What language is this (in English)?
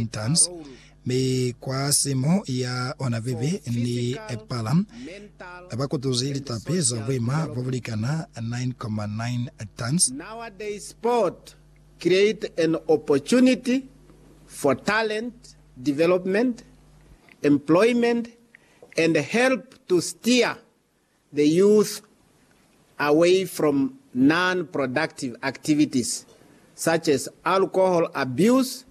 Lozi